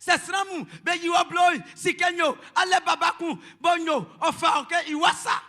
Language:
Baoulé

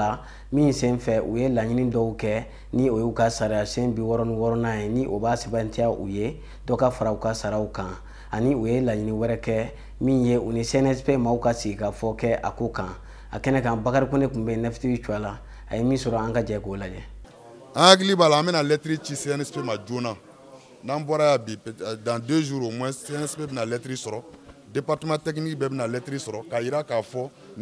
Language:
Bambara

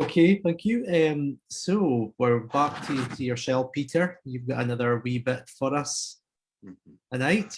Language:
Scots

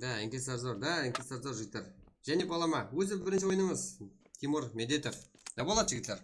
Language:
Kara-Kalpak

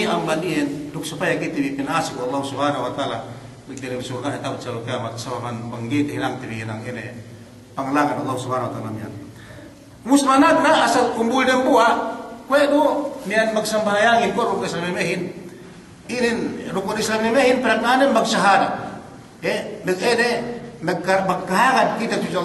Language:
Yakan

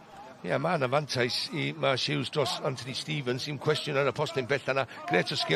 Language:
Welsh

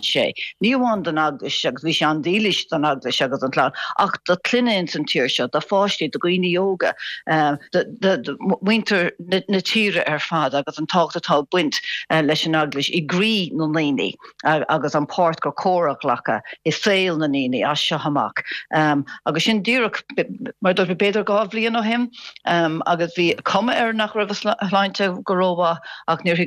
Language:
Irish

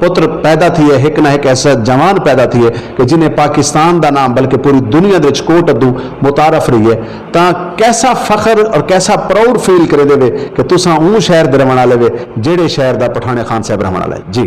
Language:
Saraiki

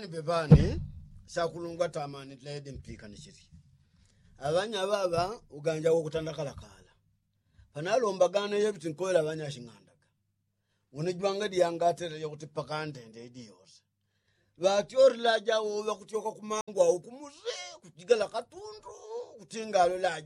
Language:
Yao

